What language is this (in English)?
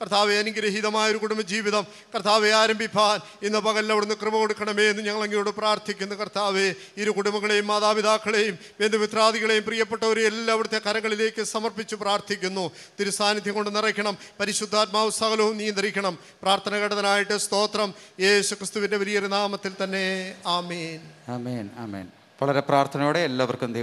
Malayalam